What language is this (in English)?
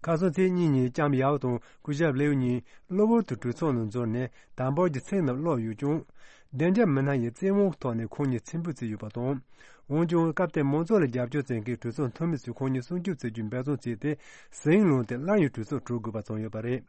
Tibetan